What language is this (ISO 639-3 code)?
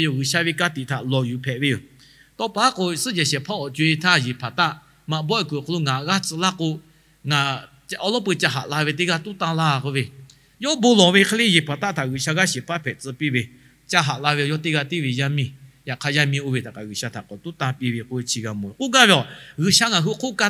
lhu